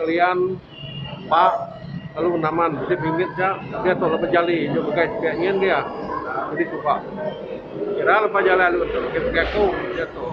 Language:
Iban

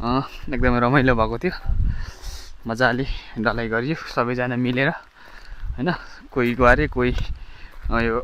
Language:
Nepali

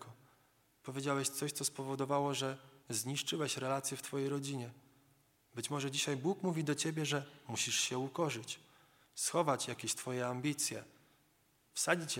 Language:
Polish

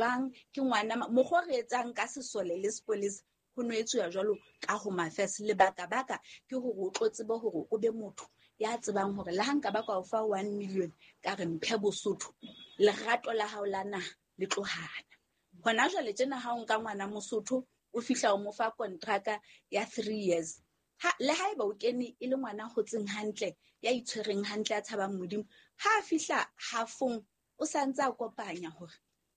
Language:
Southern Sotho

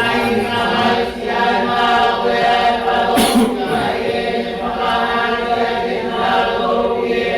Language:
Tongan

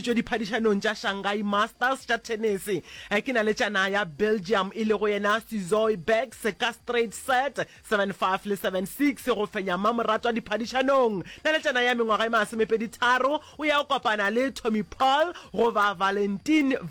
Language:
Northern Sotho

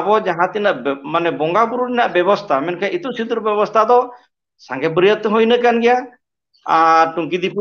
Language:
Santali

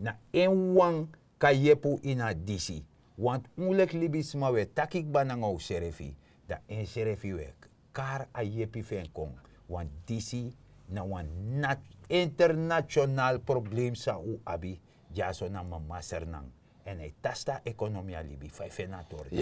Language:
Sranan Tongo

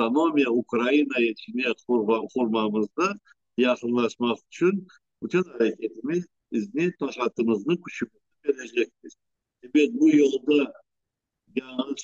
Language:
Crimean Tatar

